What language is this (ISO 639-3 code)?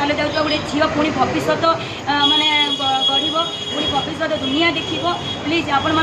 ori